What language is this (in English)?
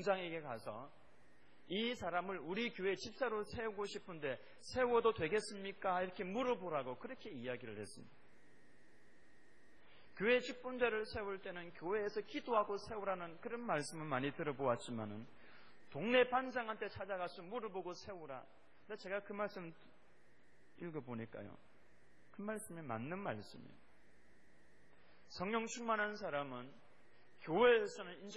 Korean